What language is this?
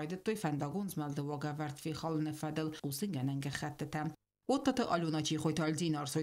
Ossetic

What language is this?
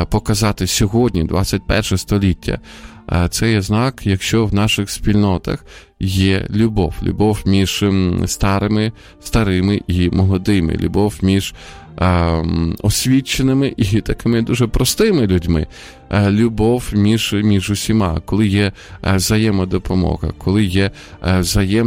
Ukrainian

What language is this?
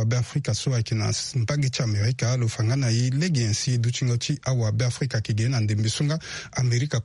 Sango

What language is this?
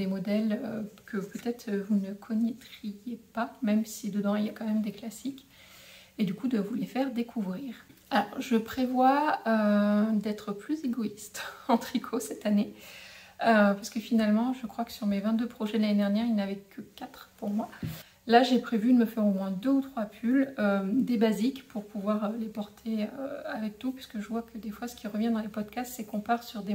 French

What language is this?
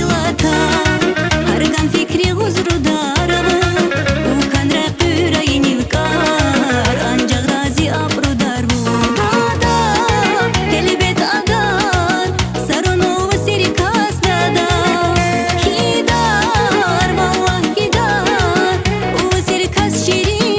Tabassaran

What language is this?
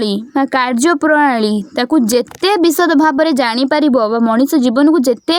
Odia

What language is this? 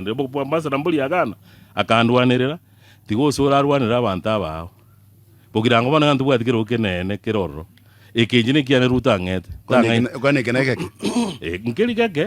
Gusii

